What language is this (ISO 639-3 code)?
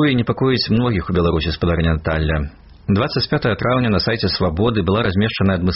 bel